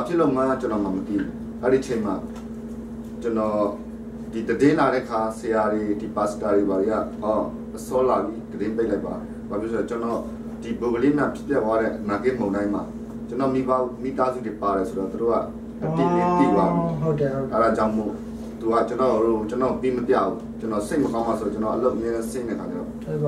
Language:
Burmese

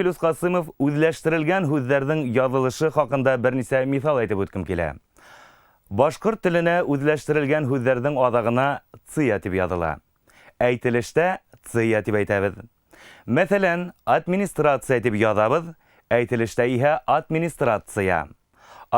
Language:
Bashkir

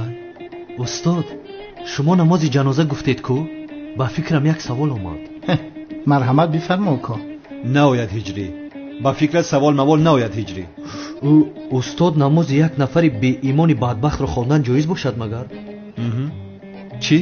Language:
Tajik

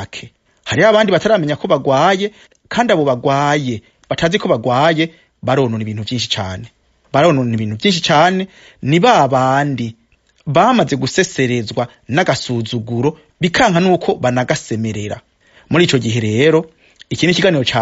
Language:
Rundi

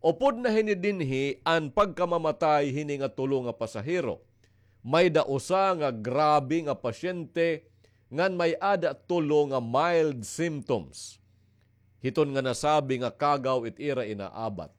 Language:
Waray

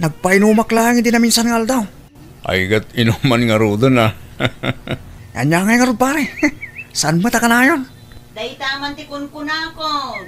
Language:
Iloko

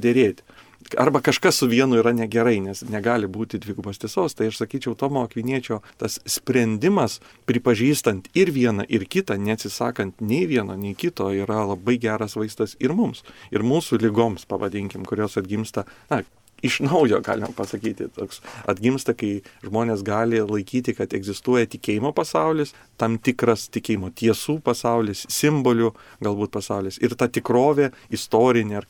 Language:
Lithuanian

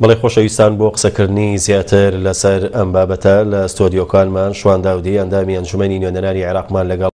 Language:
Central Kurdish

